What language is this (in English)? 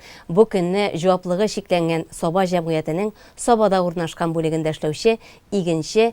Tatar